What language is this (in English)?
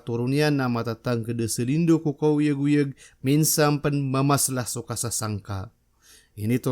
Maranao